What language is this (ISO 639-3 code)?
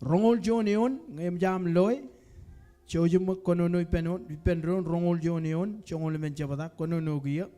mah